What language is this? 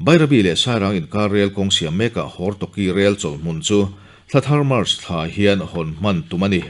Mizo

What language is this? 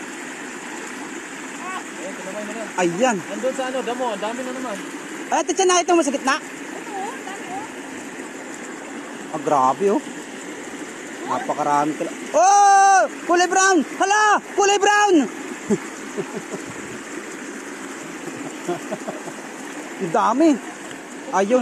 Filipino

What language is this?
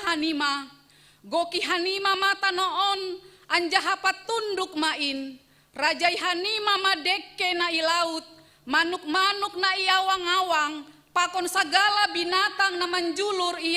Batak Simalungun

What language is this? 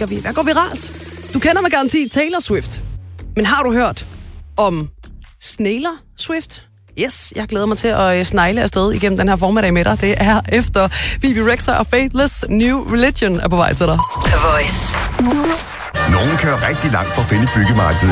Danish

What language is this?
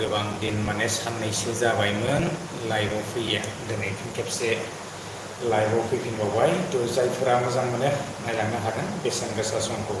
Bodo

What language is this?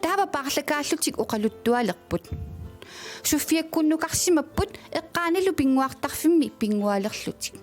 Kalaallisut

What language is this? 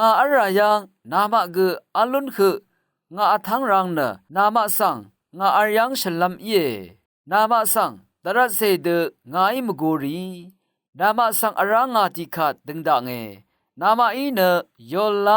Rawang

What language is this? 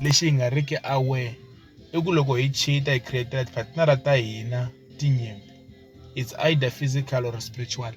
Tsonga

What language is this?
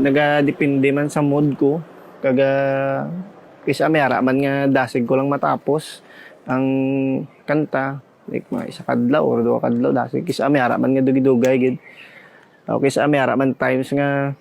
Hiligaynon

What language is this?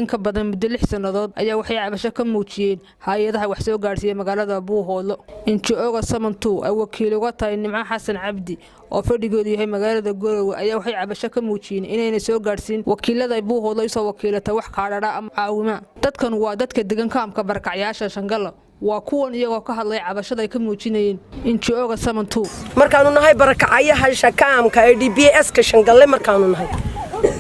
Somali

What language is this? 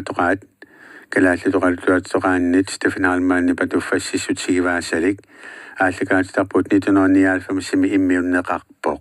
Kalaallisut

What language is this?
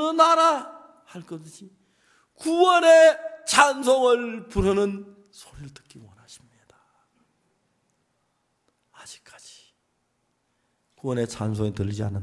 Korean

